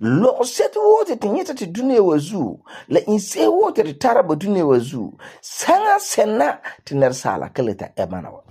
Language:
Frafra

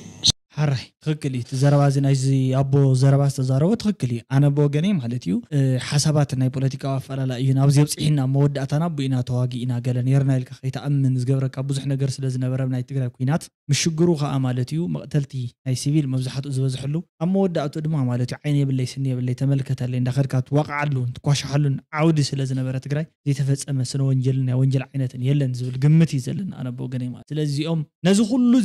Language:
Tigrinya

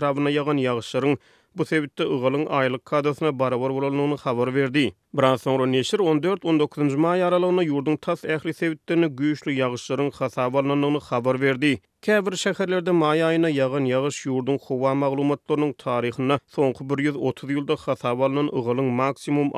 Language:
Turkmen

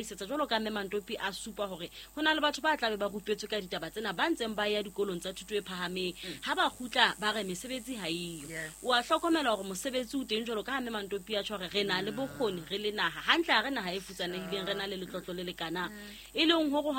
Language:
Southern Sotho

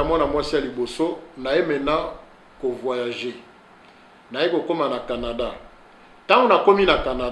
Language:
Lingala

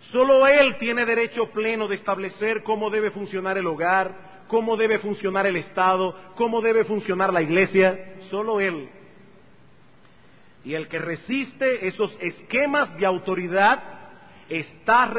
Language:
Spanish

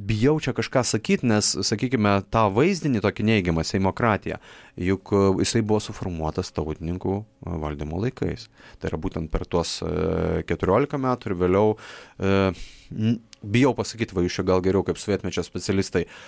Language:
Lithuanian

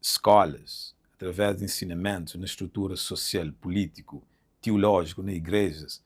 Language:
Kabuverdianu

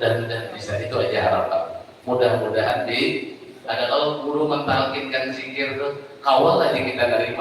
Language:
Banjar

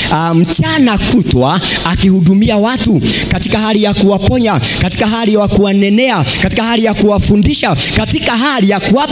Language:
Swahili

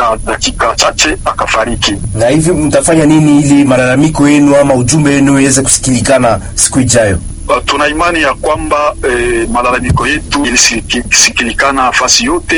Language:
Swahili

